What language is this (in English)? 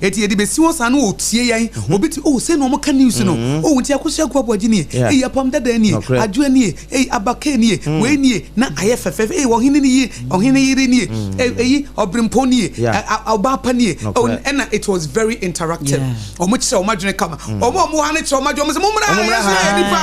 Akan